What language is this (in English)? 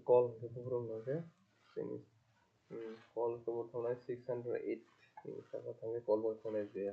Kok Borok